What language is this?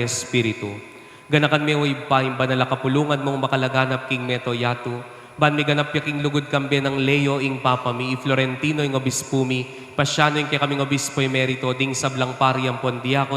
Pampanga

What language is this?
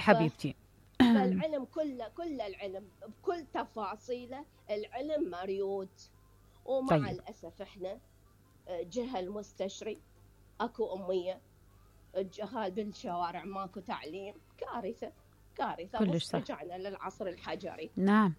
Mesopotamian Arabic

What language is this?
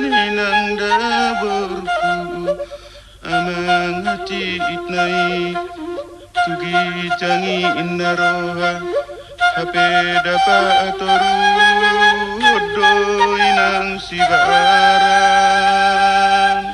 Batak Toba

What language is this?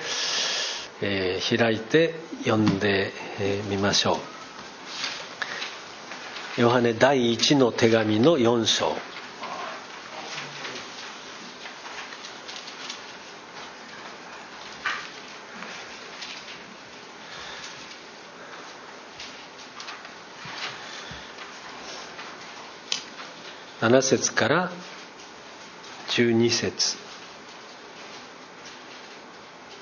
Japanese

